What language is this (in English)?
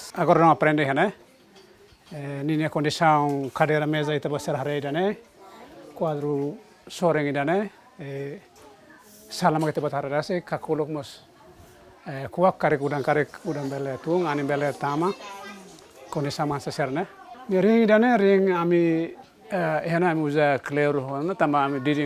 Tetum